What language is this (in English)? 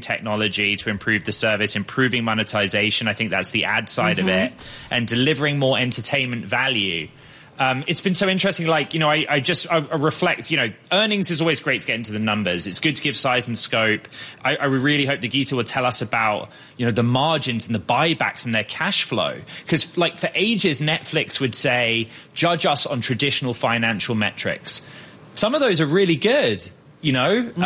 English